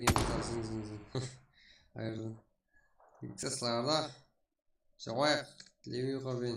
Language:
Kara-Kalpak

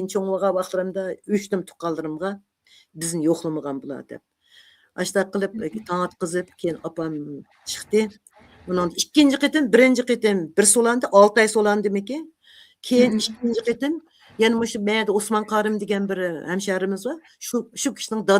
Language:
Uyghur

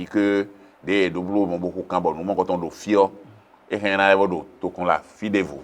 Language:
Fon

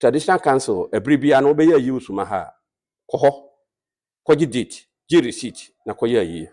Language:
Akan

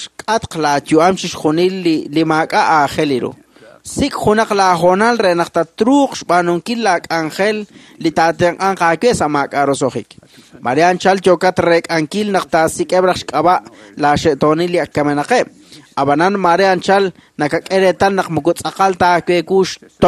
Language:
Kekchí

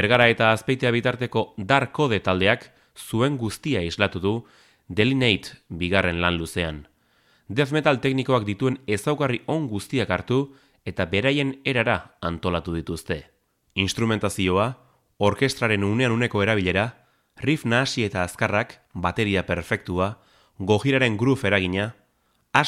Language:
Basque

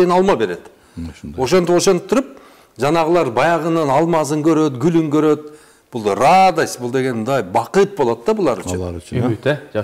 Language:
Kyrgyz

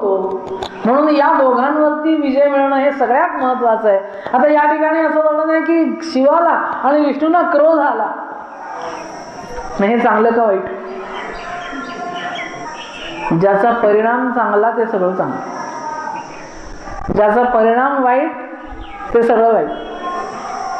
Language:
Marathi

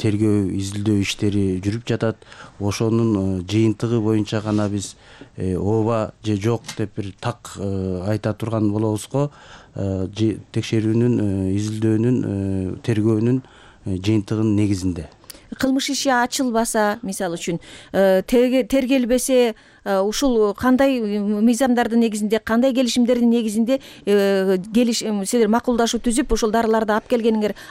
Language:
Kyrgyz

